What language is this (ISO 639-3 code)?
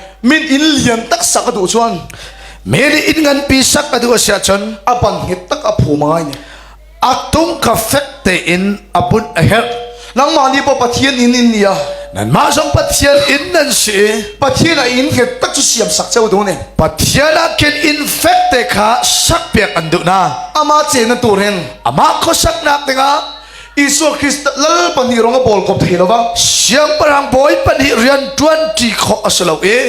cnh